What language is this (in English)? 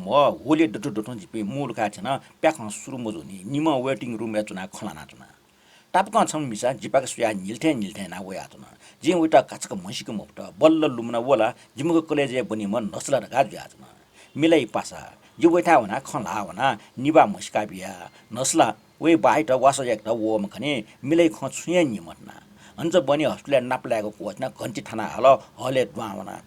Newari